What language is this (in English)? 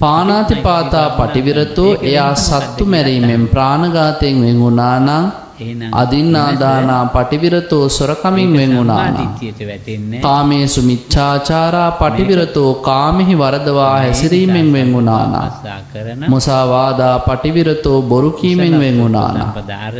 Sinhala